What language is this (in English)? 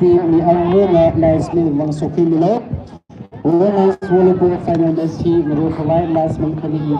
Tangkhul Naga (India)